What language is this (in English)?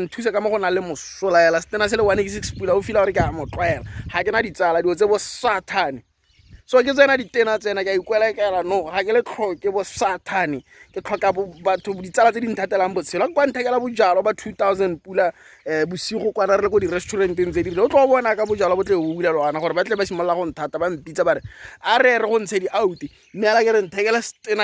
Tswana